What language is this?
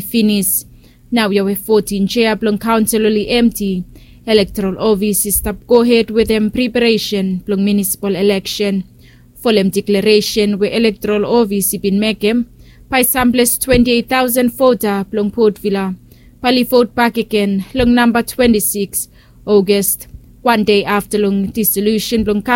Bislama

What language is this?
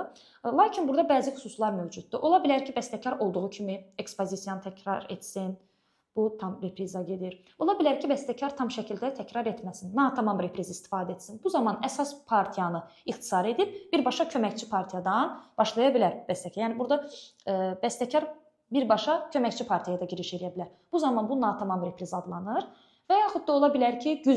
Azerbaijani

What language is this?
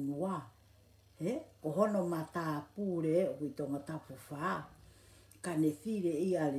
Tongan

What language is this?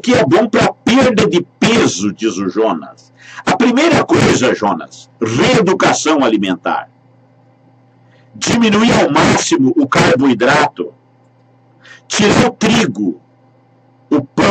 Portuguese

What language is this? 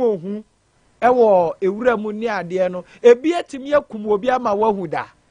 Akan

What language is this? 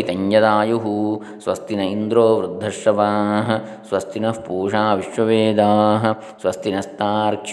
Sanskrit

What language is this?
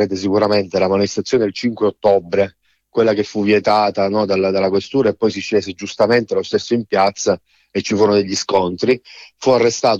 Italian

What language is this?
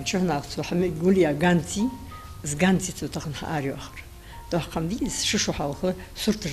Ingush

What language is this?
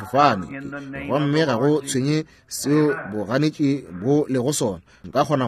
Northern Sotho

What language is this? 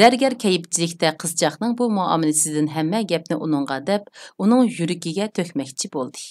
Uyghur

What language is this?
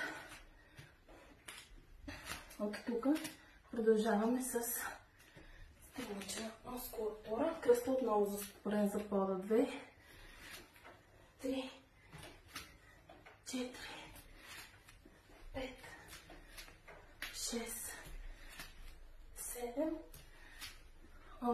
Bulgarian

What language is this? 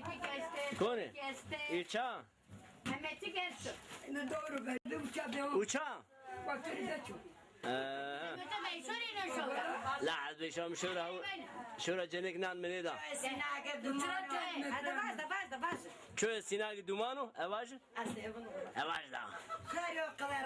Zaza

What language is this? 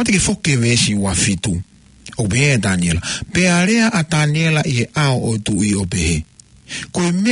Tongan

